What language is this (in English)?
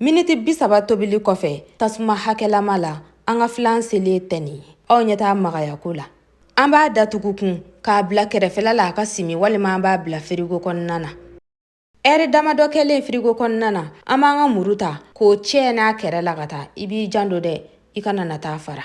Bambara